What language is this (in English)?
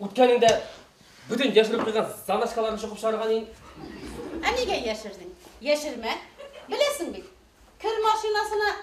Bashkir